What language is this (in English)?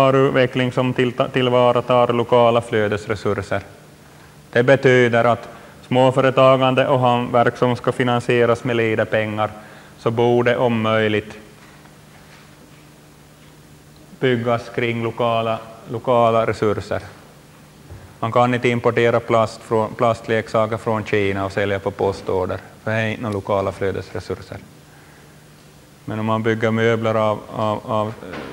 Swedish